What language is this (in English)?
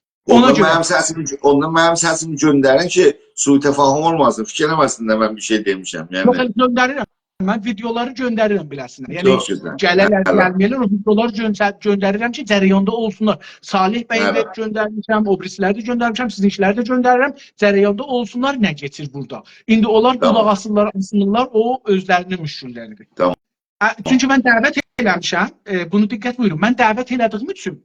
South Azerbaijani